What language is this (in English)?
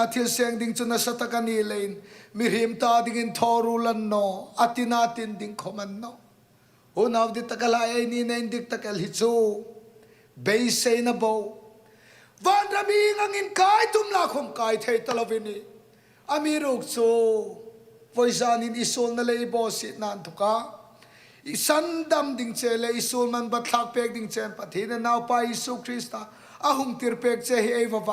Hmar